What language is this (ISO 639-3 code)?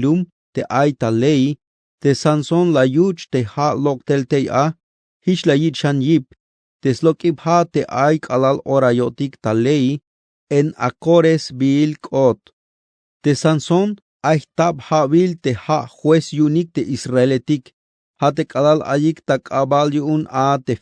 tzh